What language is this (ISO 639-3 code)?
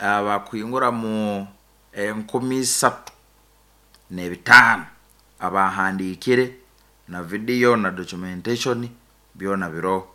nyn